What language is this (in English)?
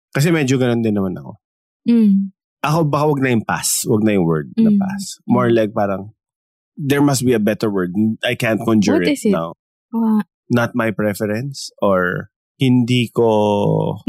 Filipino